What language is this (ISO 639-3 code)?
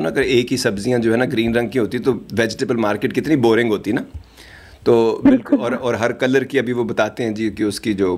urd